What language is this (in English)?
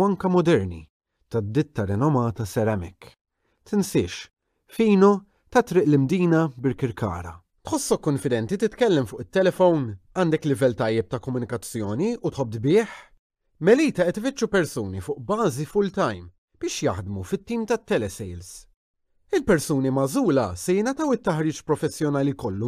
Maltese